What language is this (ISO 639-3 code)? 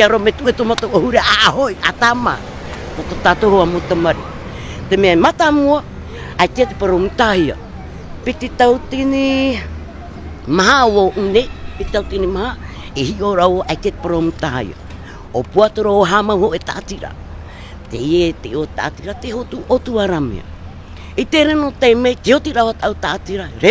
tah